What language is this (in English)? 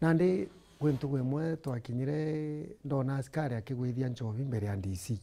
Meru